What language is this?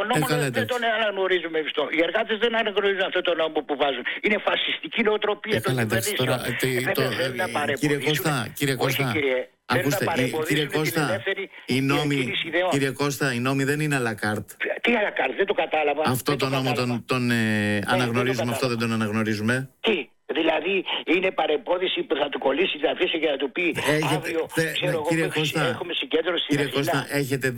Greek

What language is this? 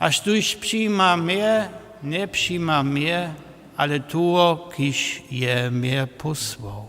Upper Sorbian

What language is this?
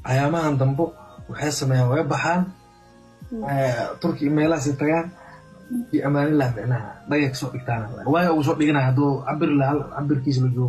Somali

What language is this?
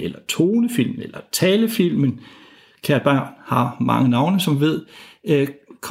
Danish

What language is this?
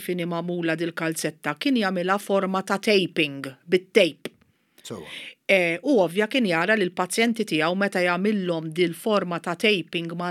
Maltese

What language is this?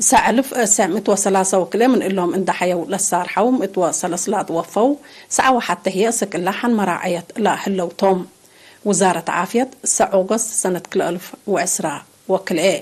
Tigre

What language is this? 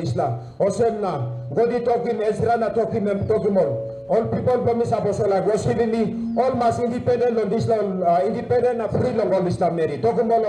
Tok Pisin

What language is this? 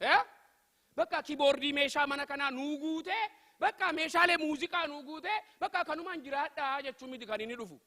Oromo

